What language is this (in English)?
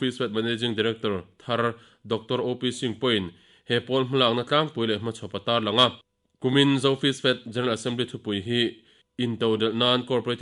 Mizo